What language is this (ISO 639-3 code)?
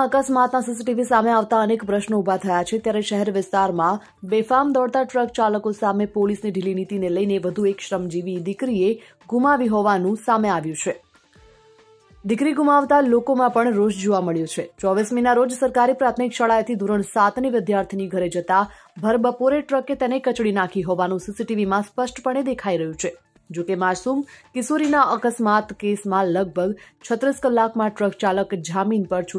guj